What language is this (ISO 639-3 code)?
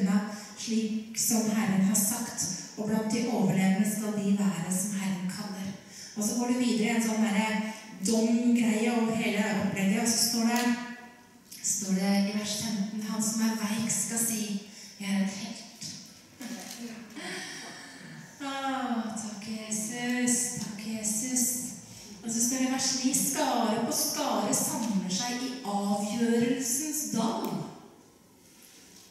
nor